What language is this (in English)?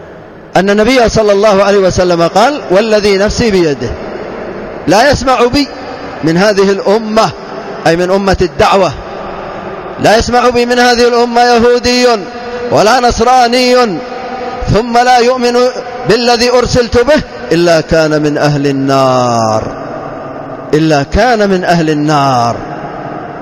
Arabic